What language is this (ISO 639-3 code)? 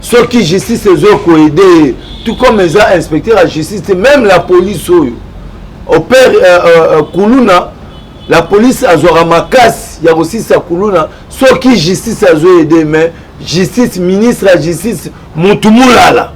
lin